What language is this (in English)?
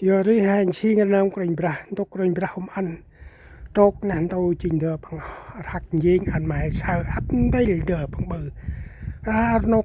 Central Mnong